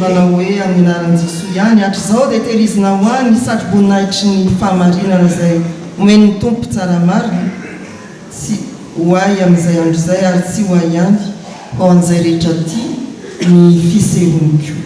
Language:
Malagasy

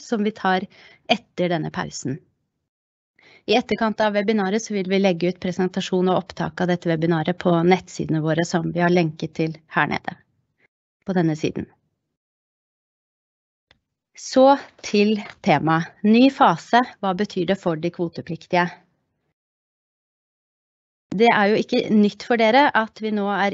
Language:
Norwegian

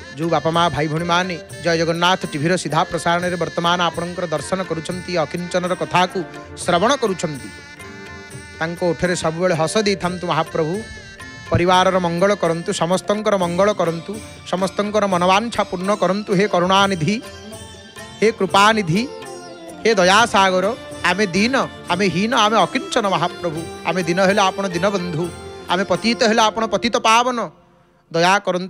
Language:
Odia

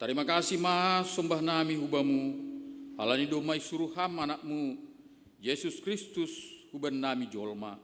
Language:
Batak Simalungun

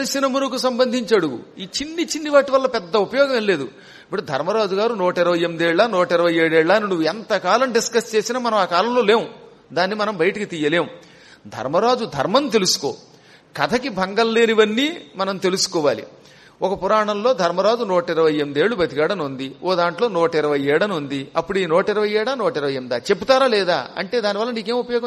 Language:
Telugu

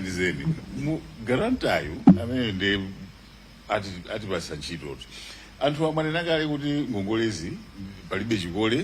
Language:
Nyanja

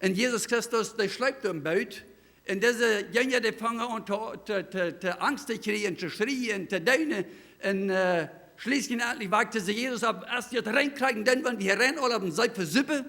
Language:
Plautdietsch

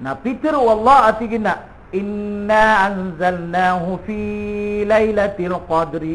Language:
Maranao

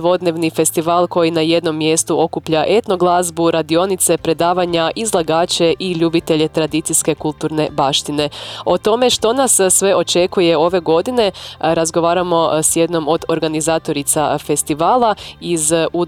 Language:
Croatian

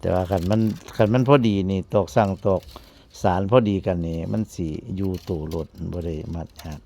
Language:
Northeastern Thai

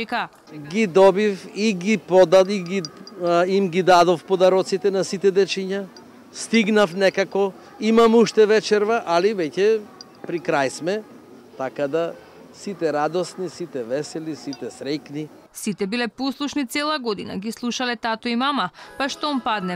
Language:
Macedonian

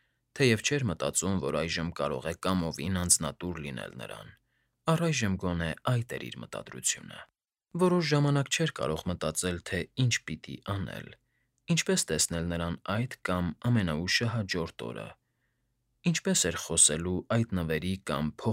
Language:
Armenian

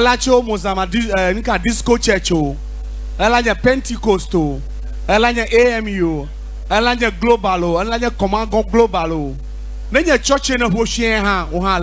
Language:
Ewe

